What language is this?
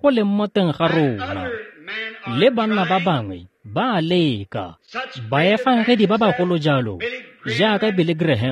Tswana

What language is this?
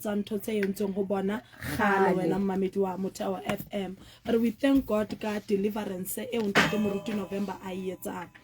Southern Sotho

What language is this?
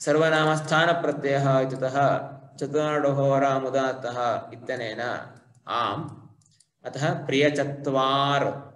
Sanskrit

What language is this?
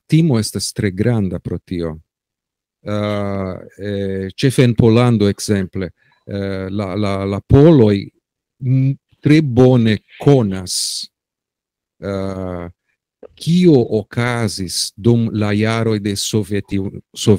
Esperanto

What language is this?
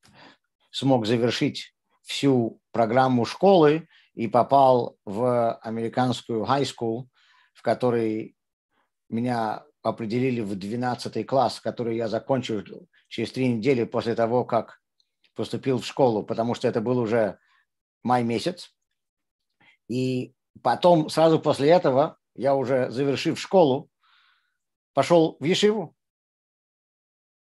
Russian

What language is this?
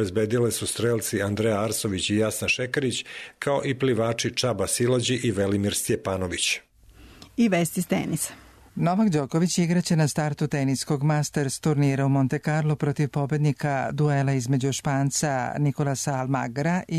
Serbian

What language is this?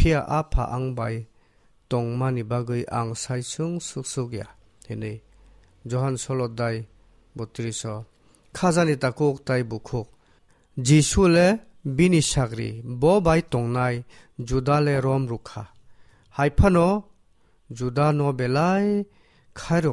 Kok Borok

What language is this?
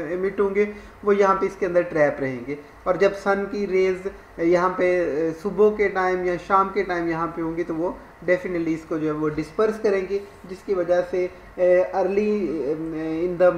Hindi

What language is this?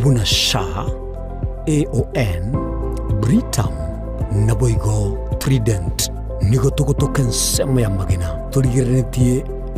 Gusii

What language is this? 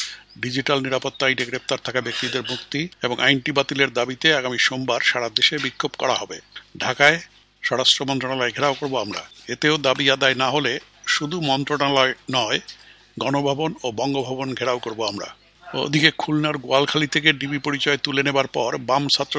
Bangla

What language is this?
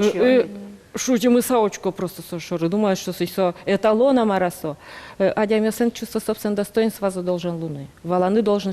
Udmurt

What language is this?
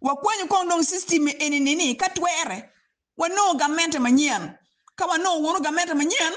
Acoli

